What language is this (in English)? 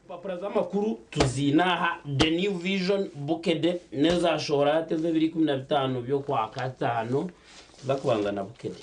Nyankole